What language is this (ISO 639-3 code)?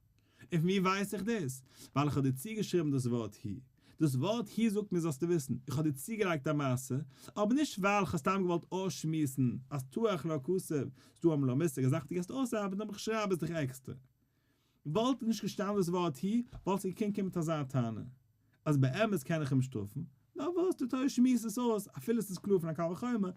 yid